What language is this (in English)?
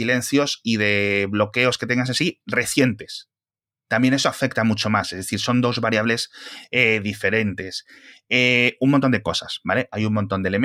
Spanish